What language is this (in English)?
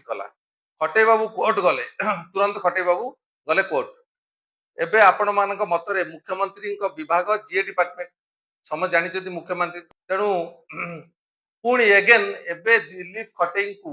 Odia